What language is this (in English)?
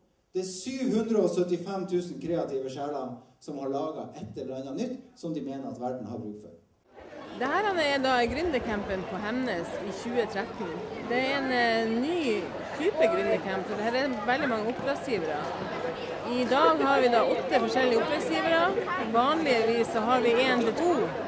Norwegian